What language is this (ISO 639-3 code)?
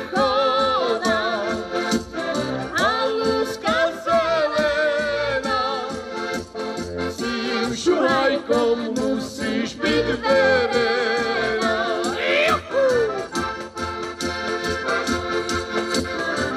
slk